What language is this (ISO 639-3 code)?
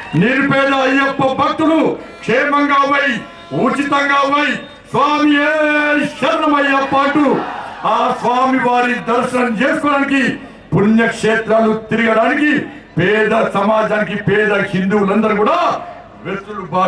tel